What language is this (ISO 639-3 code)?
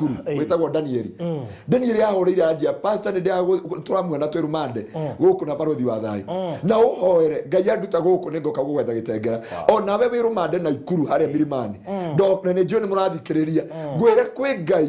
kik